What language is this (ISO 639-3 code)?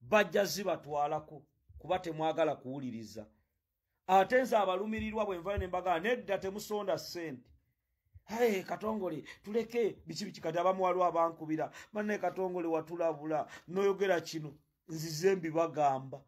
lug